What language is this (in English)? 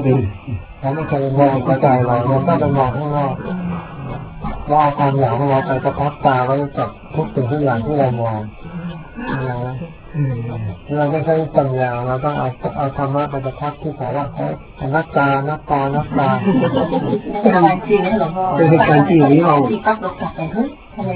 Thai